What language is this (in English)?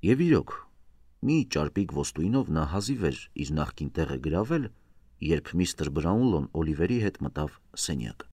Armenian